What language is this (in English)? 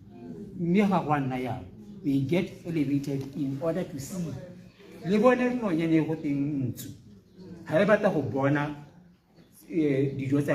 Tswana